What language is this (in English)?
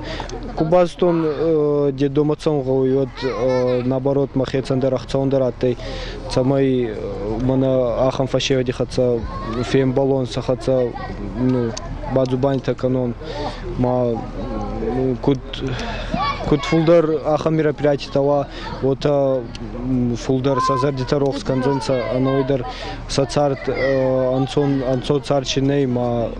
Ossetic